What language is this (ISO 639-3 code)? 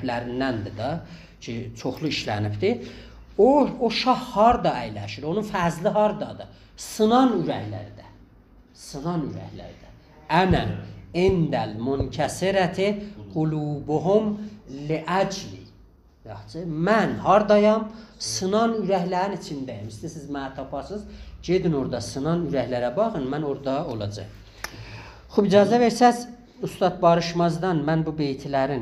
azb